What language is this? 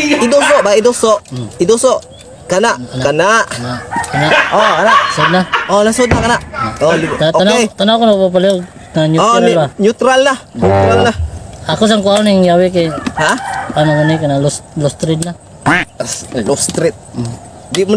Cebuano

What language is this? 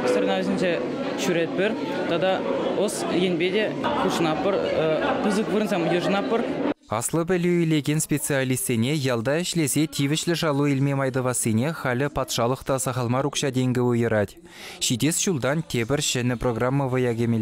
Chuvash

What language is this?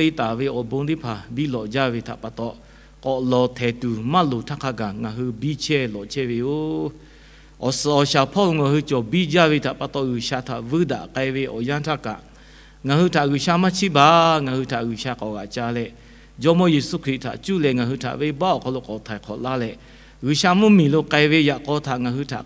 Lahu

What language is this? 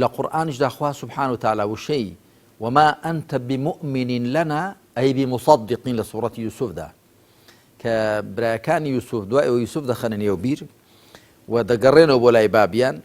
Central Kurdish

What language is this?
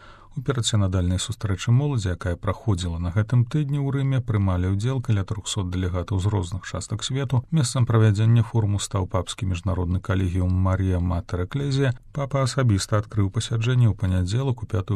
Belarusian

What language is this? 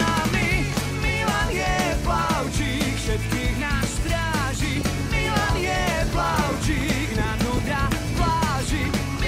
Slovak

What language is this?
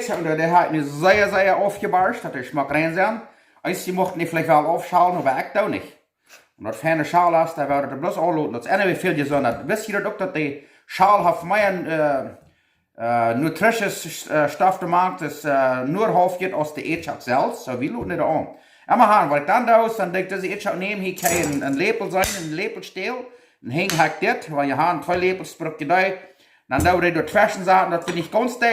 Plautdietsch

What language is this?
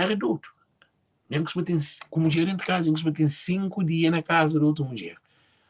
Kabuverdianu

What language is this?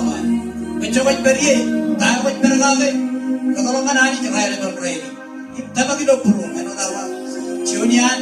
Marshallese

